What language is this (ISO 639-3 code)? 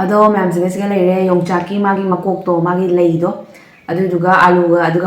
mni